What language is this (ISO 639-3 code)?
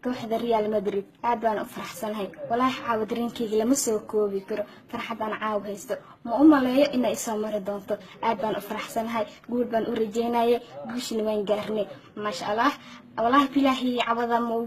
som